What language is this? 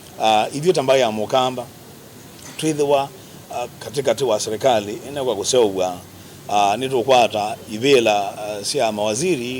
Kamba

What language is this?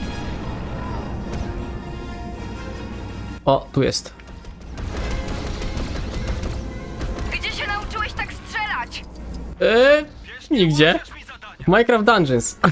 Polish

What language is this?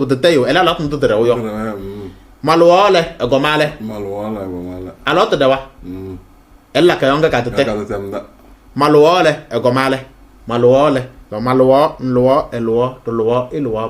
Kabiyè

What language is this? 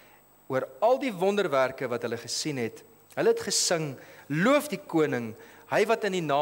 Afrikaans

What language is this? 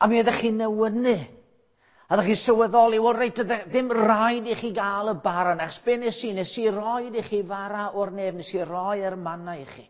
Welsh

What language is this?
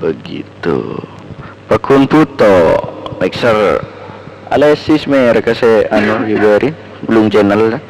Madurese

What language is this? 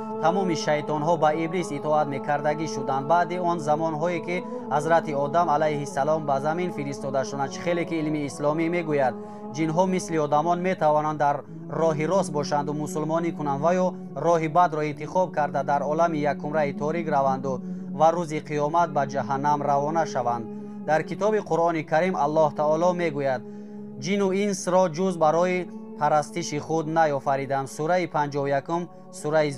Tajik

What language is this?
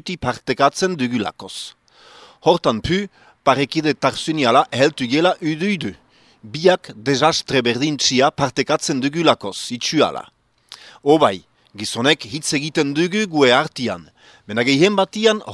Basque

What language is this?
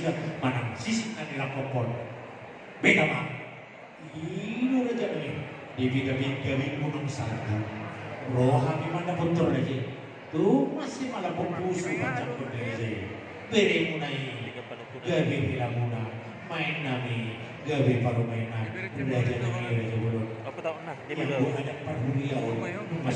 Batak Toba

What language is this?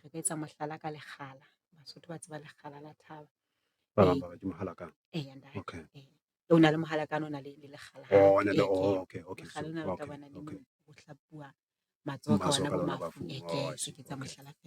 Southern Sotho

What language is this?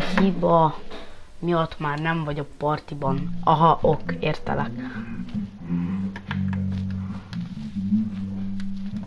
Hungarian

